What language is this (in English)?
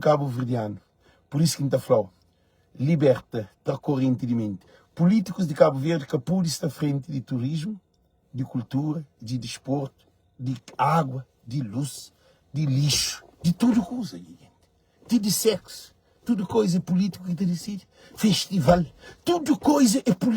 Kabuverdianu